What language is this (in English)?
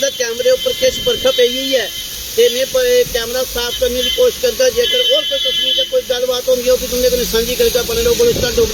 Dogri